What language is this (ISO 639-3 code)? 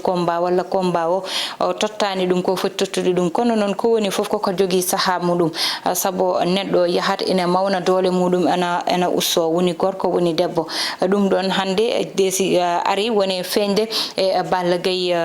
ful